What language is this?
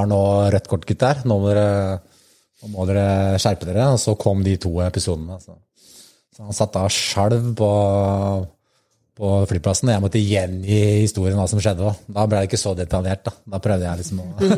Norwegian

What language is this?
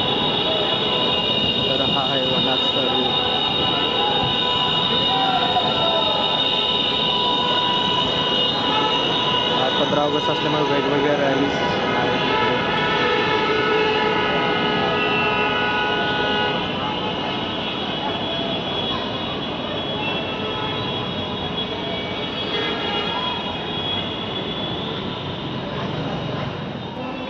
Marathi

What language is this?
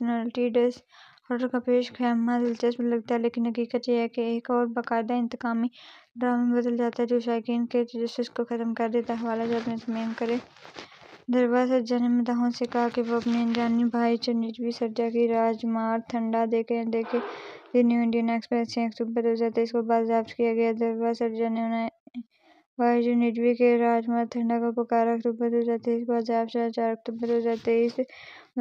Urdu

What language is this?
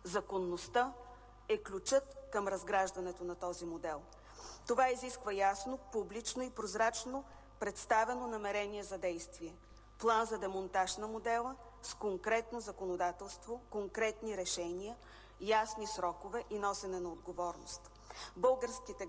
Bulgarian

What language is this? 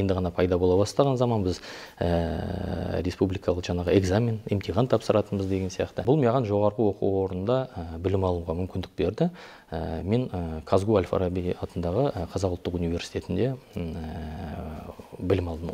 Kazakh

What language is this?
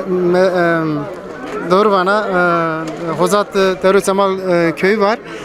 Zaza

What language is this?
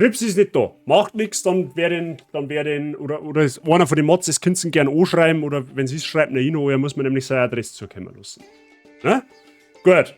Bavarian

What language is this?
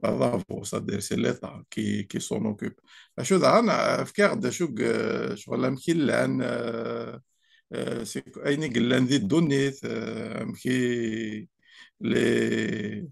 Kabyle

